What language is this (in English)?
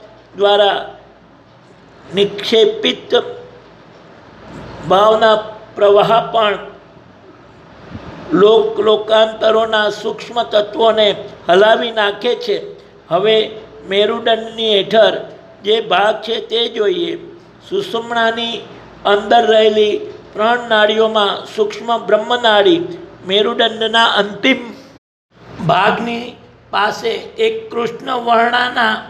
Gujarati